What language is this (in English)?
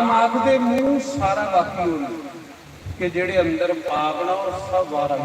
Dogri